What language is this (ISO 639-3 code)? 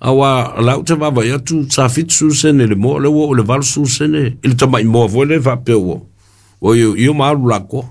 smo